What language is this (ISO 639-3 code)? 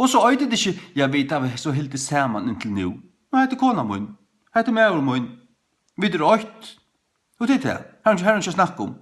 fao